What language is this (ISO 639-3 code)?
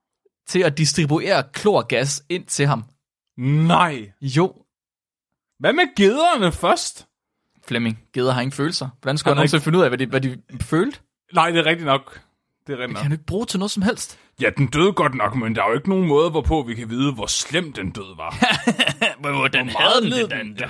dan